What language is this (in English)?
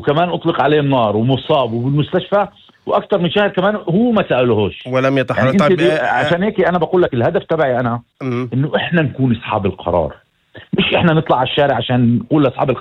North Levantine Arabic